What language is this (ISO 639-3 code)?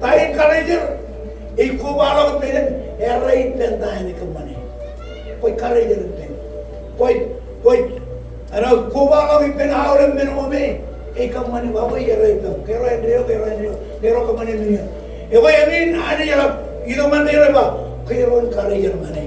mah